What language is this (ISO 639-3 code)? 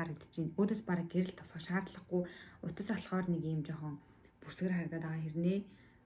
mon